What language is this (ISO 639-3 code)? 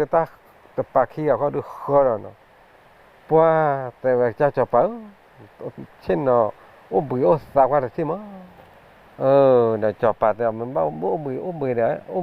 ksw